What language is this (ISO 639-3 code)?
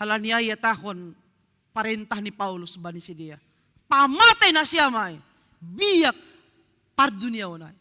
bts